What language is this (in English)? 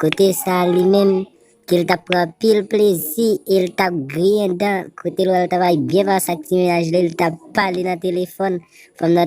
Haitian Creole